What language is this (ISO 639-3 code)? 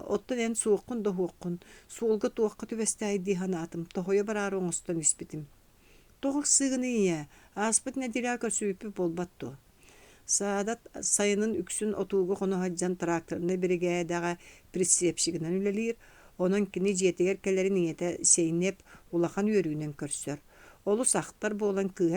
sah